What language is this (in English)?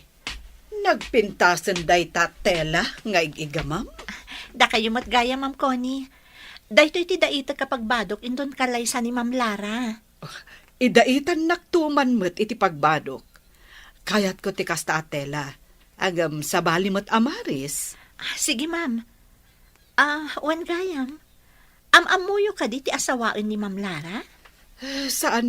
Iloko